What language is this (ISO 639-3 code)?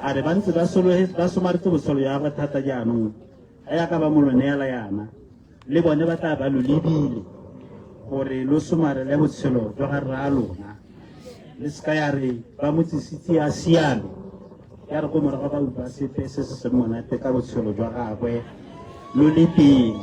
tsn